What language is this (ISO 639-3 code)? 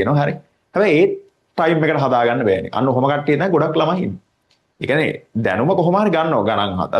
sin